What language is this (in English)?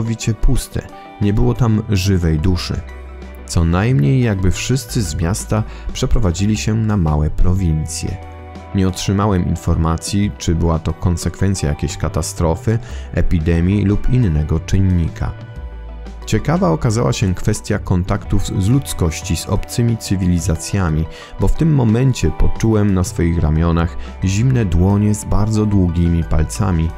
Polish